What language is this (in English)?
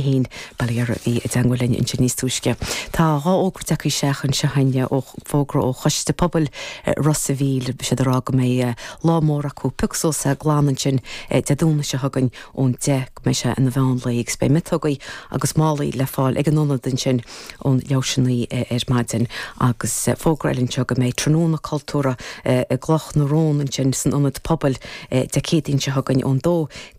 Irish